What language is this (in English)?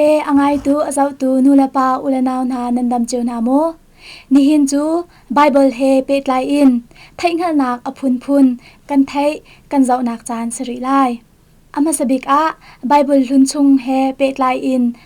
Hakha Chin